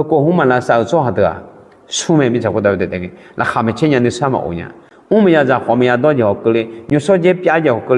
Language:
Akha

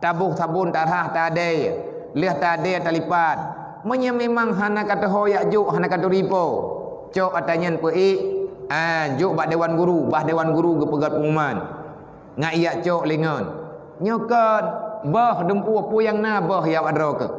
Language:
Achinese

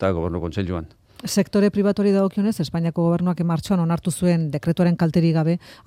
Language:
Basque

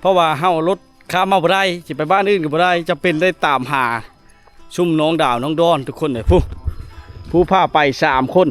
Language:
Lao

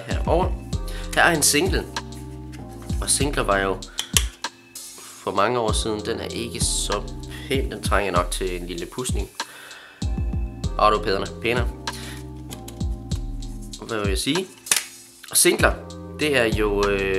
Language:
Danish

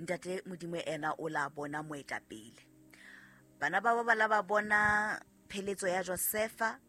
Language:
Southern Sotho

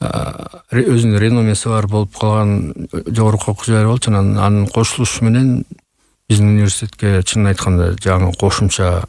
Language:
Kyrgyz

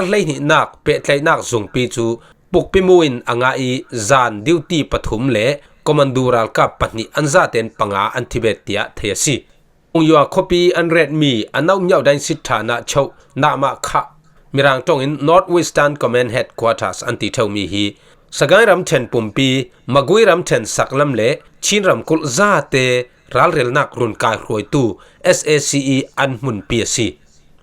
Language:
Falam Chin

